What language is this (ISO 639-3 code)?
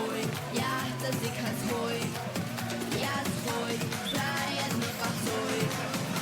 abk